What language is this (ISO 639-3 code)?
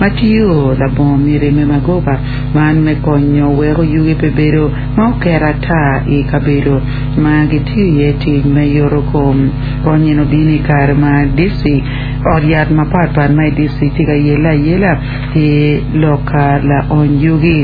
ach